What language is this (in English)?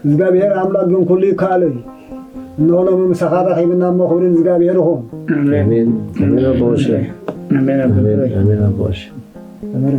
Tigrinya